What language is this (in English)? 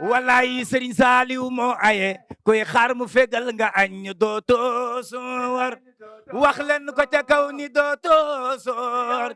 Wolof